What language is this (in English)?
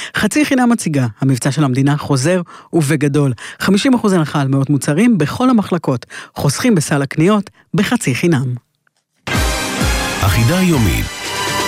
Hebrew